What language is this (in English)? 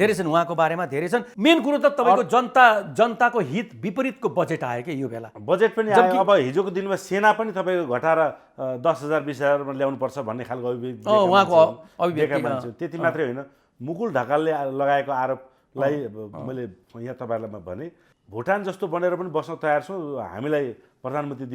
Nepali